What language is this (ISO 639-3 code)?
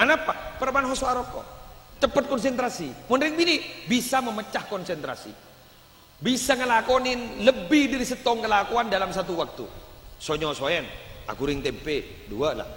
mad